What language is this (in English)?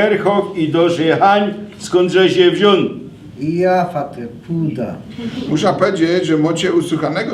Silesian